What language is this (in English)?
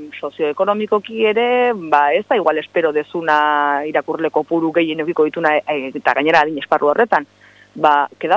Basque